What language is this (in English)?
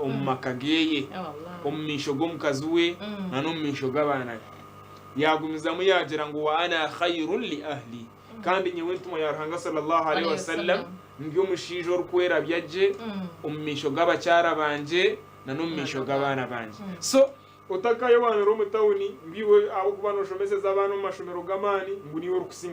Nyankole